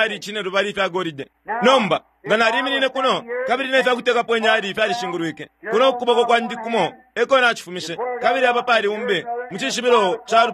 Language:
Bemba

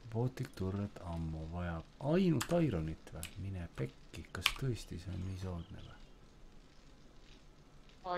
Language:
Estonian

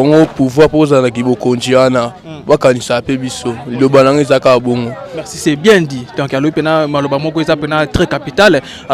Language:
Lingala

